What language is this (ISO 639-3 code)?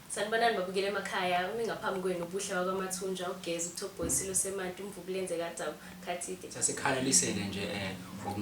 zul